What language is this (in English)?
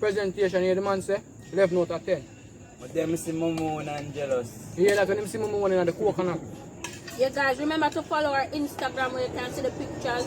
Jamaican Creole English